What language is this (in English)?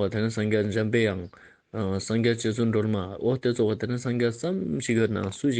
Ladakhi